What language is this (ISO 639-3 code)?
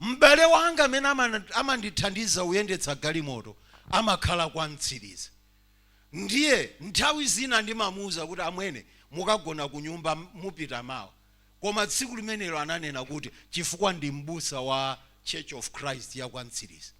nya